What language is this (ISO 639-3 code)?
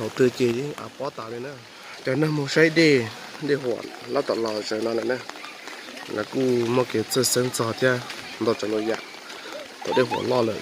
hmn